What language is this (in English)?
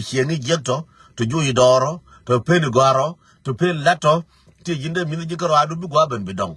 Nuer